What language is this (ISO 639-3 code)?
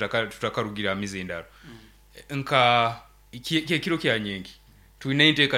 nyn